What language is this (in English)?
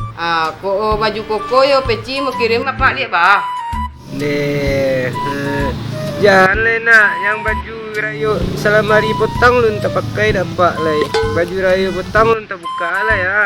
Minangkabau